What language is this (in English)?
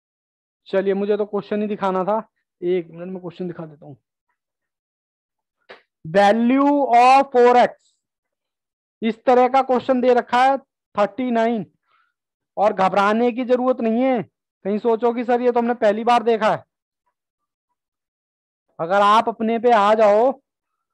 Hindi